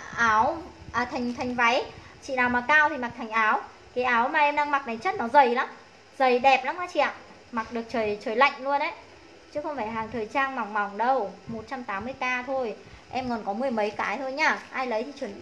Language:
Vietnamese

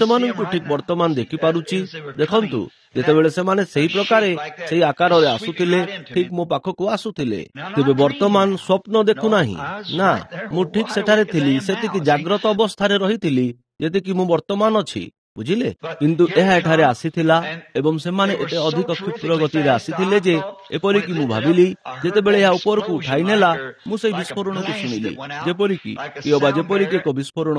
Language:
Odia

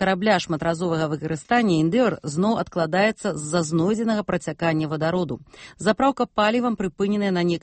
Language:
Belarusian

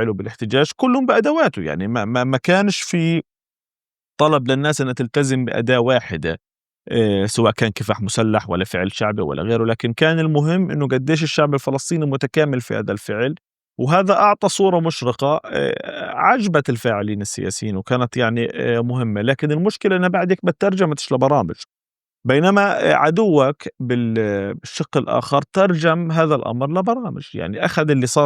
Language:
North Levantine Arabic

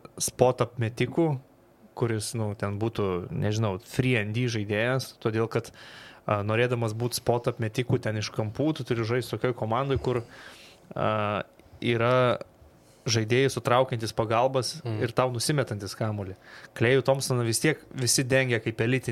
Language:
Lithuanian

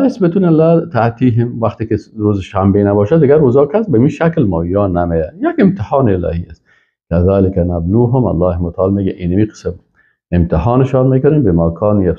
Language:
Persian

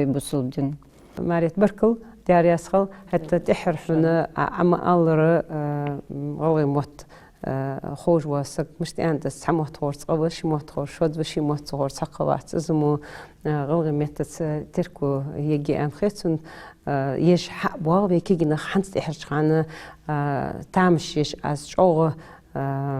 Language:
Ingush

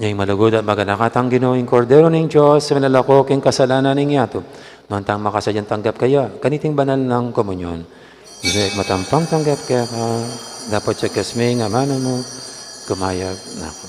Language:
Pampanga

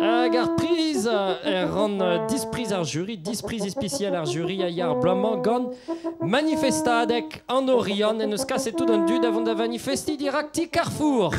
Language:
Breton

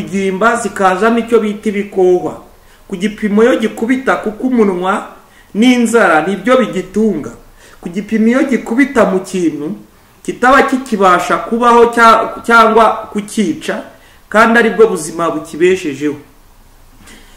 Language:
Kinyarwanda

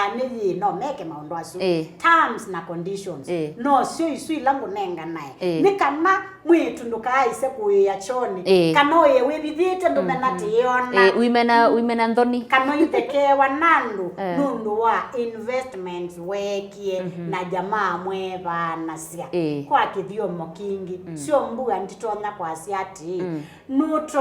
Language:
Kamba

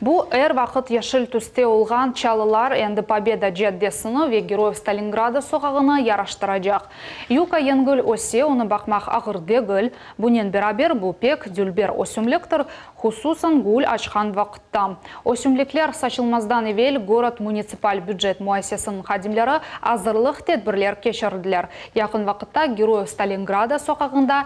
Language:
Crimean Tatar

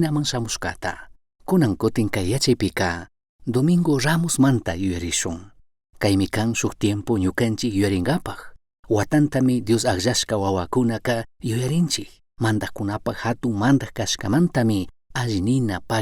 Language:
Chimborazo Highland Quichua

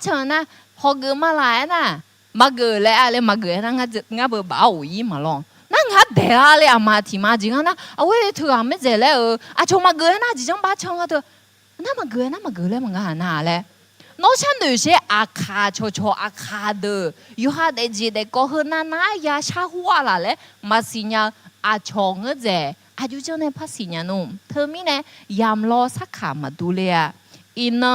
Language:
Akha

